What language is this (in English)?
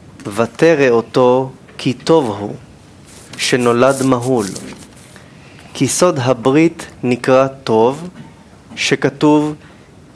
Hebrew